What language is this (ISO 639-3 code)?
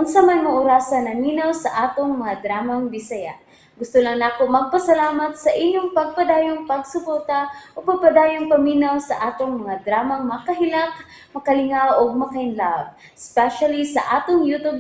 ceb